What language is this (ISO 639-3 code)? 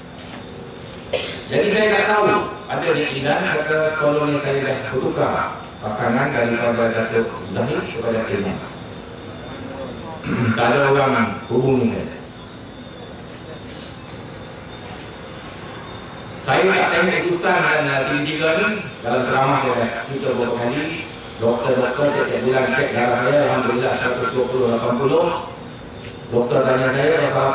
msa